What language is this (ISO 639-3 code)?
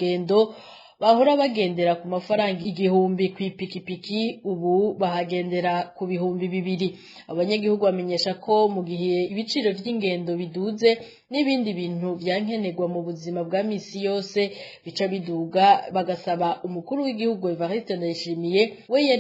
run